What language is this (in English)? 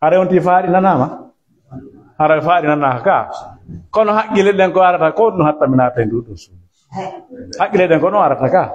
Fula